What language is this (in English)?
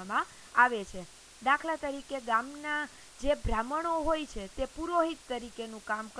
Gujarati